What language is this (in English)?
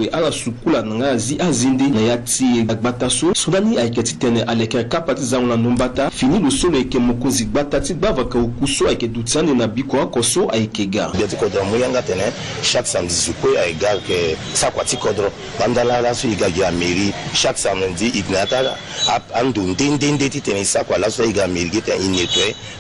Sango